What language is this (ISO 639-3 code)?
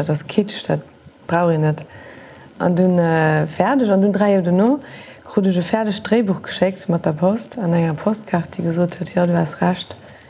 ltz